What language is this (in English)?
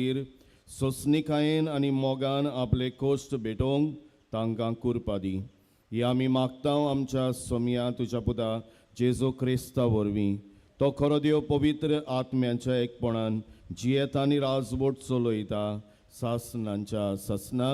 Konkani